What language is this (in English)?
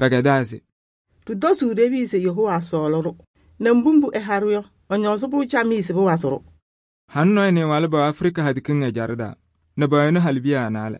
Kabiyè